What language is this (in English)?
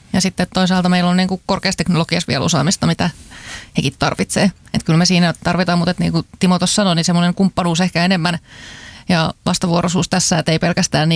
Finnish